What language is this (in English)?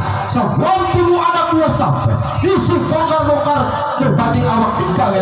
Betawi